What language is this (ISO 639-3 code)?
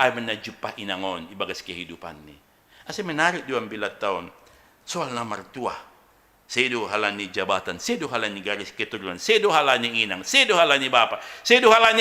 bts